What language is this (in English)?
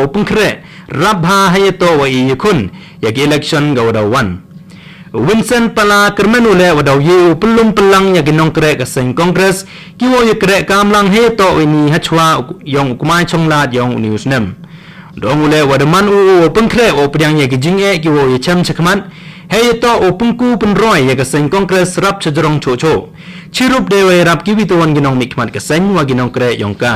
Khasi